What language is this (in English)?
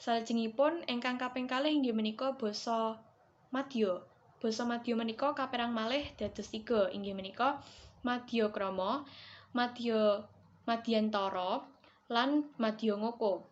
Javanese